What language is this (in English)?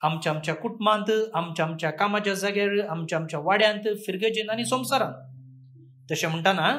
Konkani